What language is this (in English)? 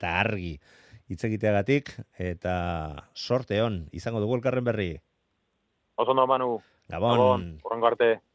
Basque